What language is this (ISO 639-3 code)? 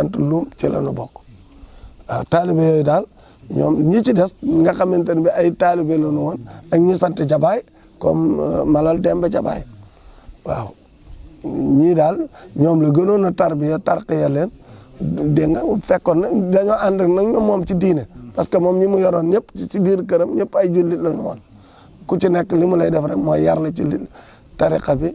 wol